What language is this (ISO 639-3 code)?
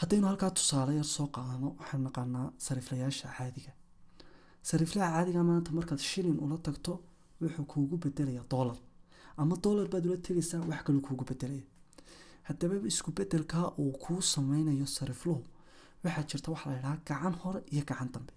som